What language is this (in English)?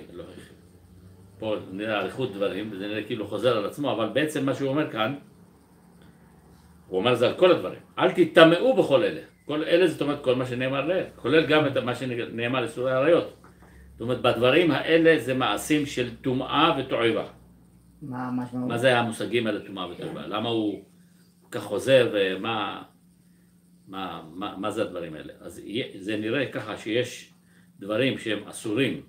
Hebrew